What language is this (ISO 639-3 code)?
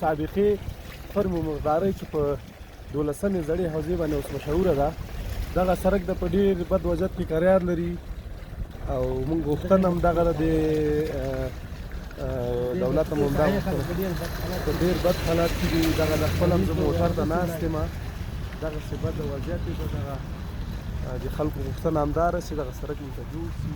pus